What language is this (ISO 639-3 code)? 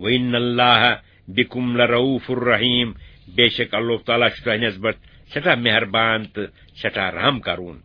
kas